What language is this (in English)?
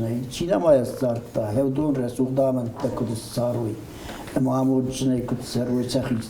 Ossetic